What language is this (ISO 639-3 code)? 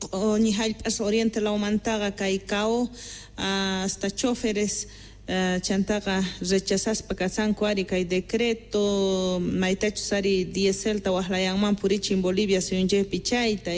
quh